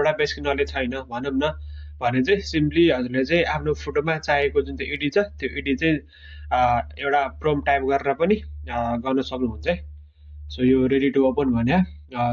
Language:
Nepali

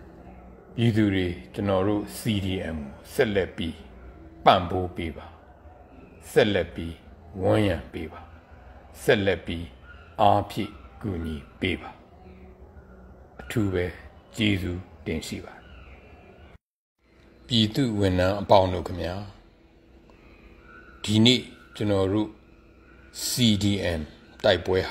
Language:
Burmese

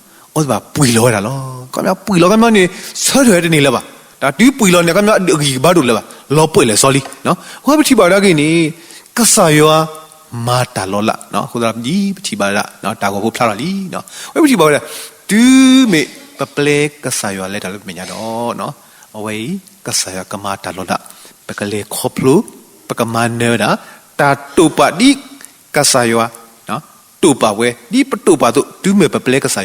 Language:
S'gaw Karen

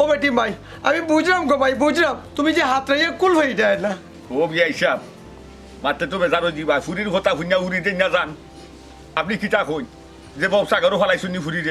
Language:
Sylheti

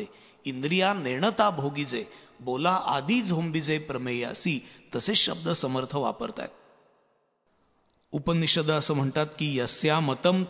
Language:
Marathi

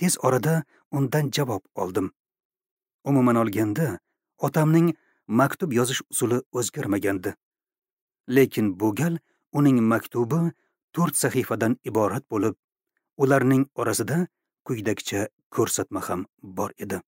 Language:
Uzbek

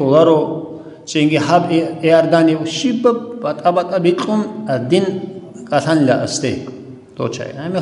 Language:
Avaric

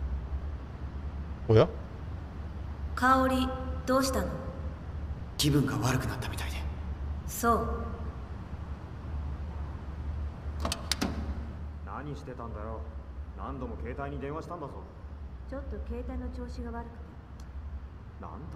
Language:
Japanese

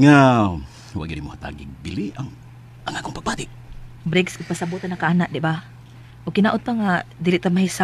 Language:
Cebuano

